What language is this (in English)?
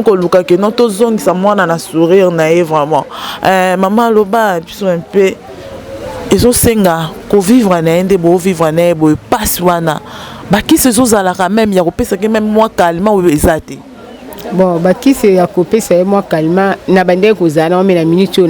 Lingala